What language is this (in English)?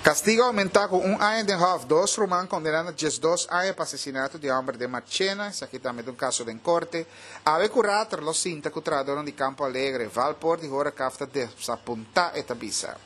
Papiamento